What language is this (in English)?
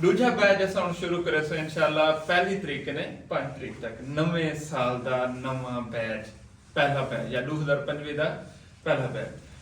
Saraiki